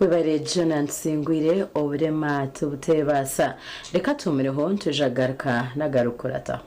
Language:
Nyankole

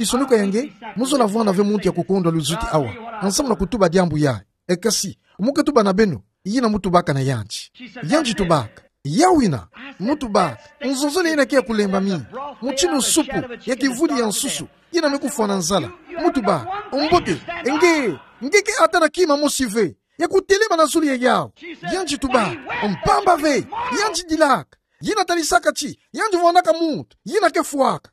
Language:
Kituba (Democratic Republic of Congo)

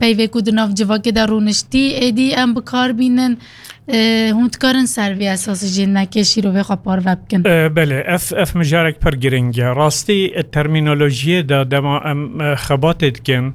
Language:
Kurdish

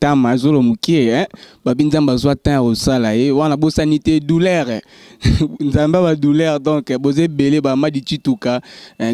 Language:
Lingala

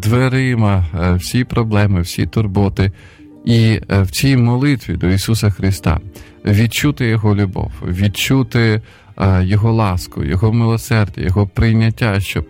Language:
Ukrainian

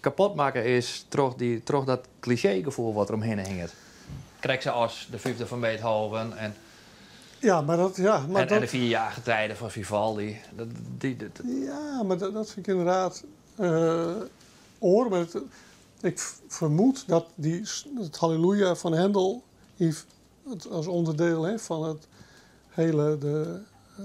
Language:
Western Frisian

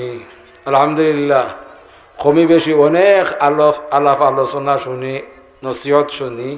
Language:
Sylheti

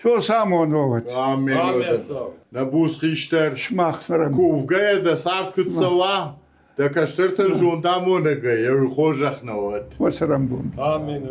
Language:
Ossetic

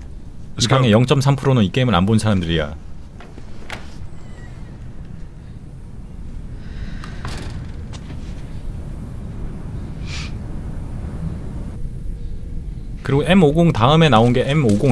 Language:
Korean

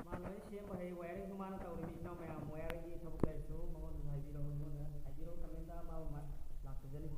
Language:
Manipuri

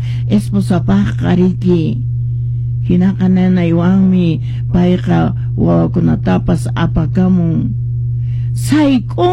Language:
Quechua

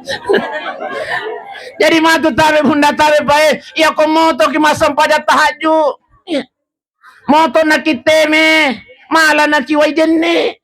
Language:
Buginese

